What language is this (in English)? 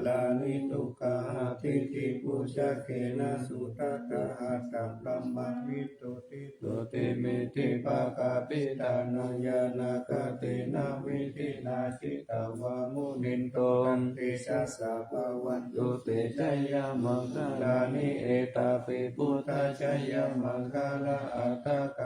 Pali